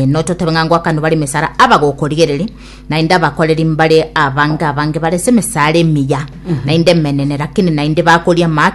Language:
Gusii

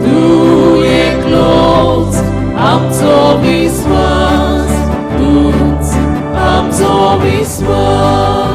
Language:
Konkani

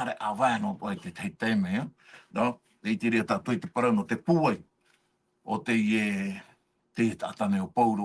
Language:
Tahitian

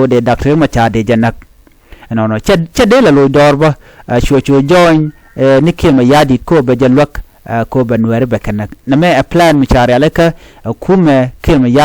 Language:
Nuer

